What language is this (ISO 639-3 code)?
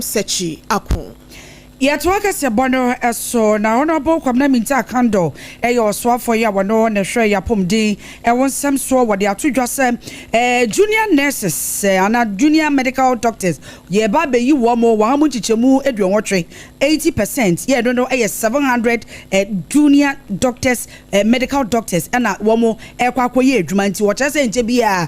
aka